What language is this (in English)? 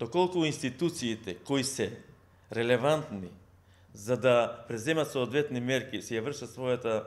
Macedonian